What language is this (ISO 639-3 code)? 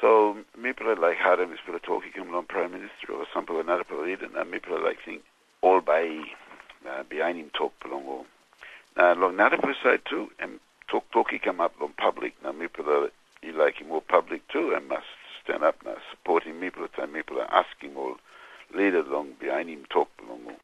tpi